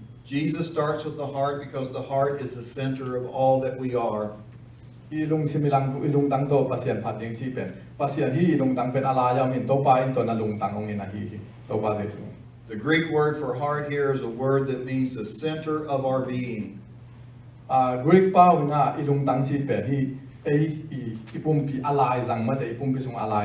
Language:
Tedim Chin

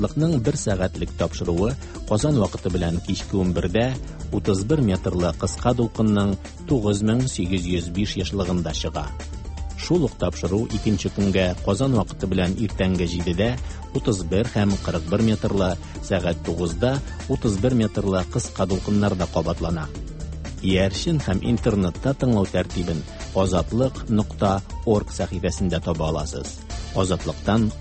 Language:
Tatar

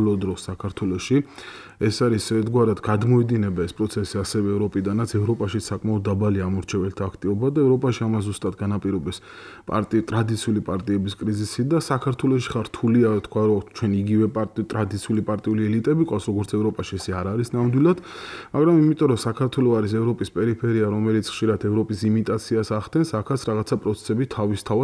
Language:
Georgian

